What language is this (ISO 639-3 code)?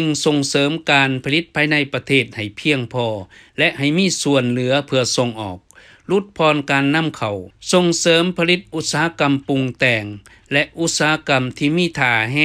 lao